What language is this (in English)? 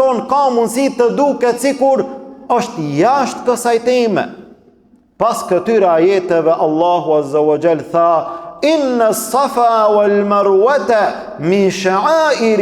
Albanian